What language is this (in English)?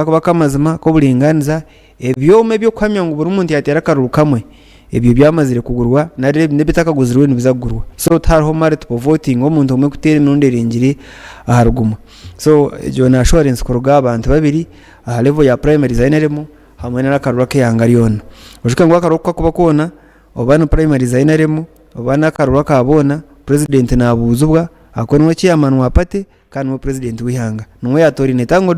Nyankole